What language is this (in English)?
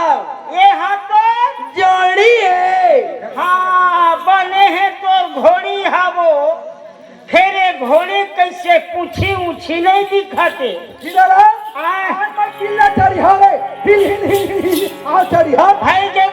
Chhattisgarhi